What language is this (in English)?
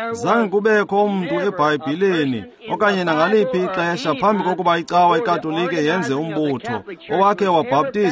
Xhosa